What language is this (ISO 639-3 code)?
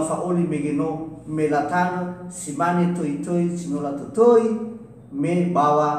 nia